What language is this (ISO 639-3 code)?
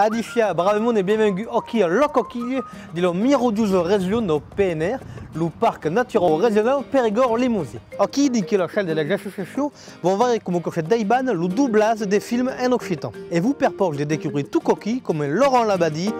oci